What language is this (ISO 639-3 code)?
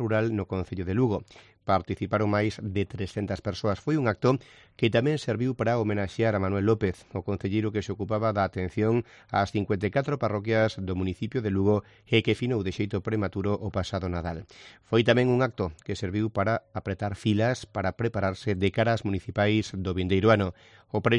glg